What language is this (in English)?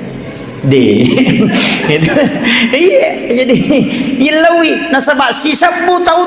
Buginese